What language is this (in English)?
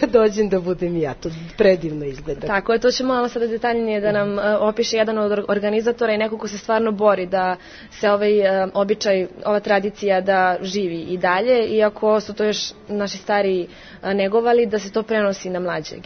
Serbian